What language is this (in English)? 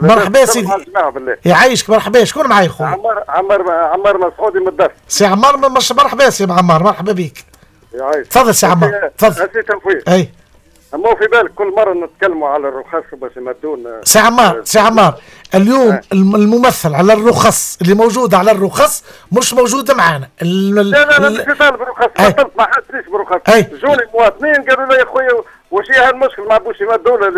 Tunisian Arabic